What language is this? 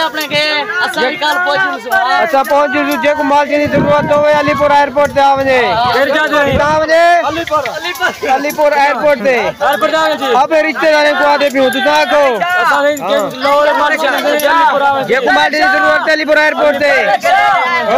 Saraiki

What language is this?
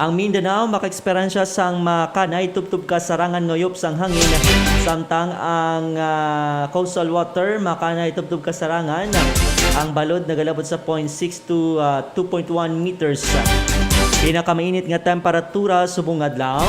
Hiligaynon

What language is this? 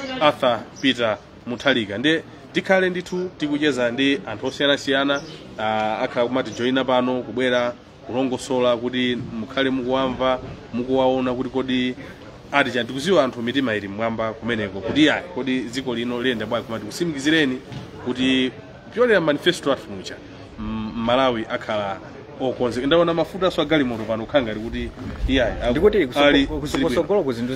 Nyanja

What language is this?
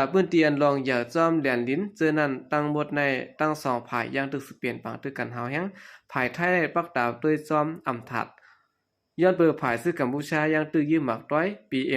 Shan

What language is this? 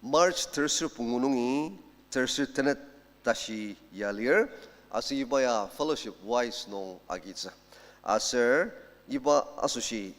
Ao Naga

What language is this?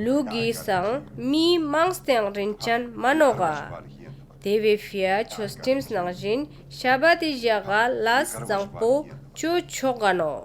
Ladakhi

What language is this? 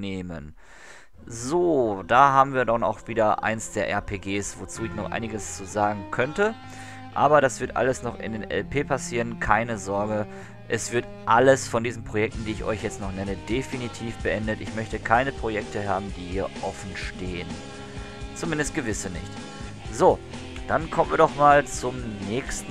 German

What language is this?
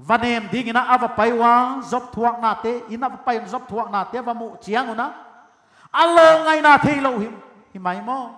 Paite Chin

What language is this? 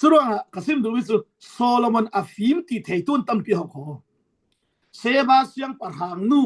Falam Chin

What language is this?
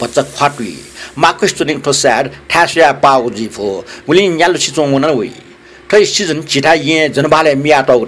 Newari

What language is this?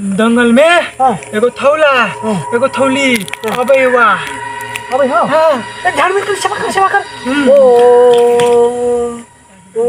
Maithili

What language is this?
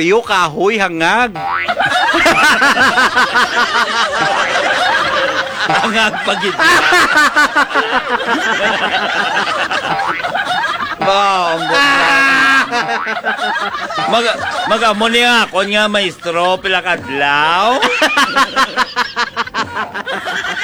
Hiligaynon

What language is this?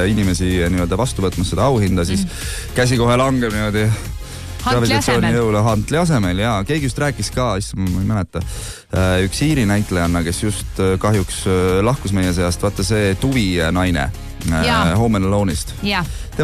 Estonian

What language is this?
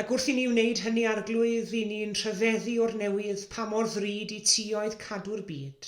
Welsh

